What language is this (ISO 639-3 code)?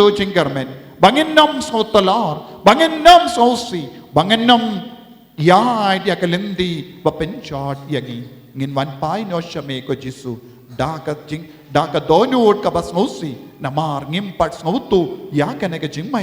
kha